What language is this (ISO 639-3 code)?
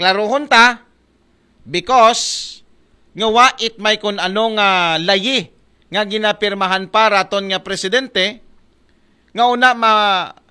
akl